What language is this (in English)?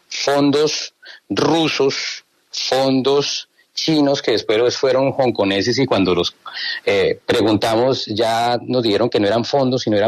Spanish